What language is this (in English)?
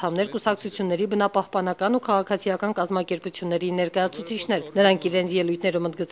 Armenian